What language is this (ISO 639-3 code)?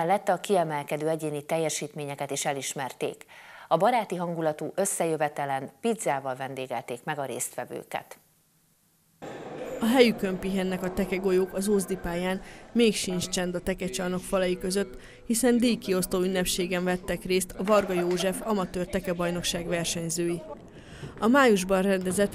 hun